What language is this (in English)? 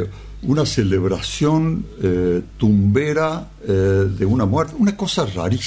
Spanish